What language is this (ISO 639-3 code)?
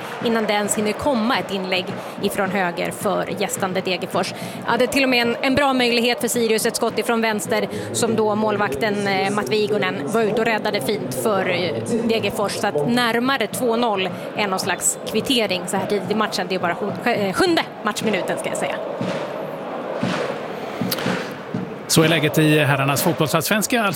swe